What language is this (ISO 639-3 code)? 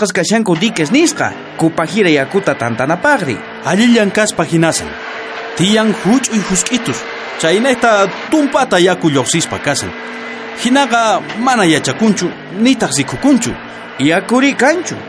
quh